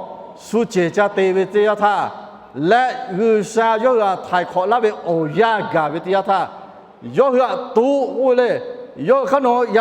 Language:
Lahu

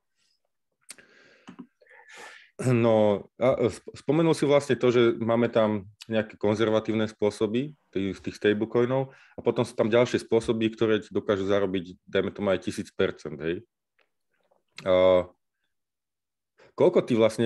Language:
Slovak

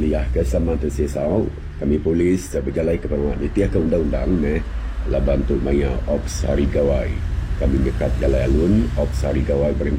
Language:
Iban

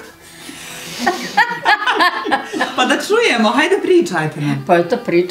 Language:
Bosnian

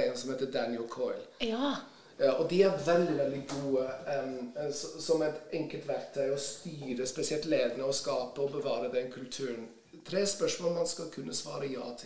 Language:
Norwegian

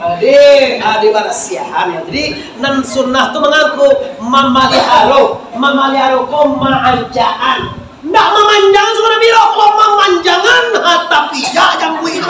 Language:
Minangkabau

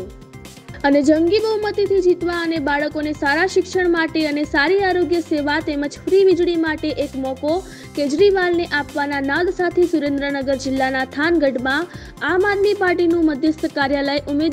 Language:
Gujarati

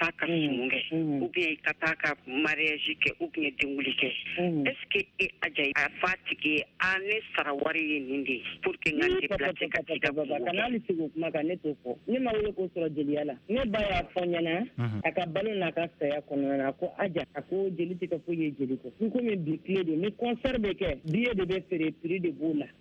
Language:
Bambara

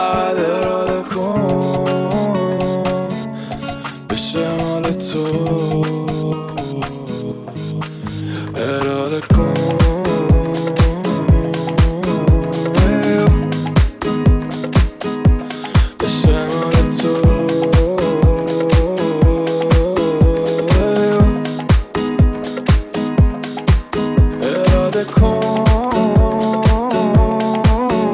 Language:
Persian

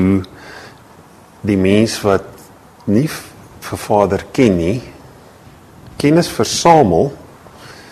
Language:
Afrikaans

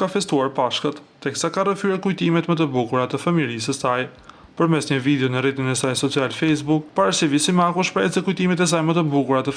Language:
Albanian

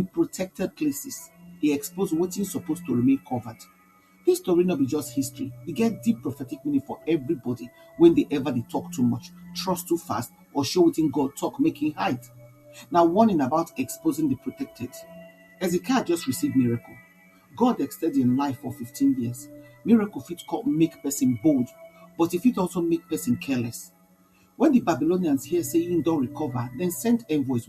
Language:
Nigerian Pidgin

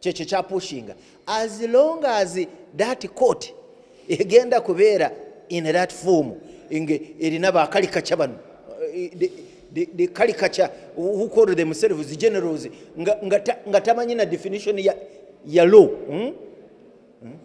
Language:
Ganda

